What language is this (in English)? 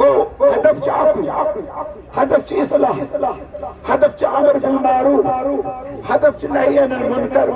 Kashmiri